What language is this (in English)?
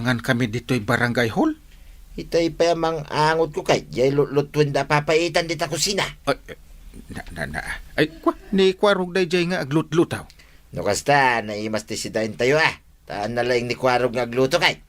Iloko